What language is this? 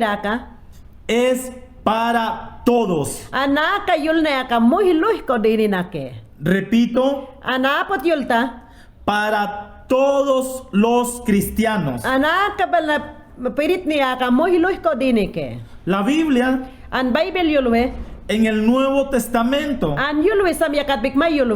Mayangna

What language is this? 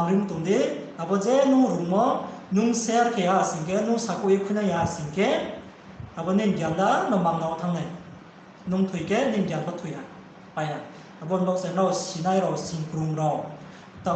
Riang (India)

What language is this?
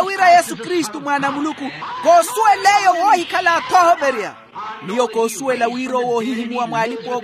Makhuwa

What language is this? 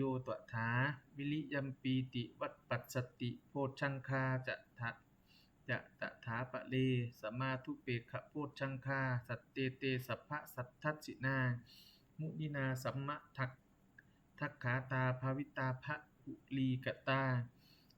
Pali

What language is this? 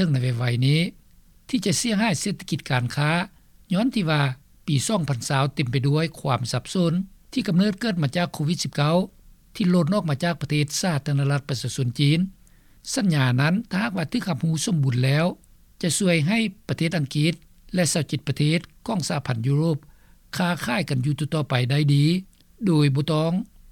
Lao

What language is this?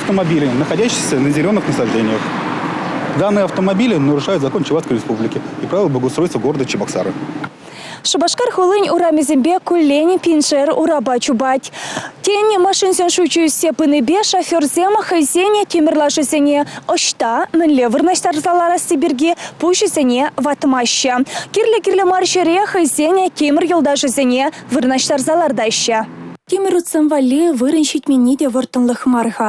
Chuvash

